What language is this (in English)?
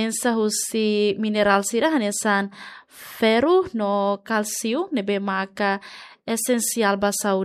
Tetum